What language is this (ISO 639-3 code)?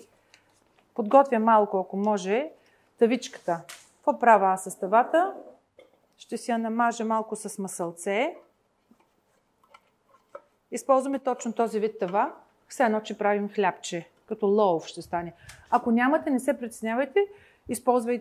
bul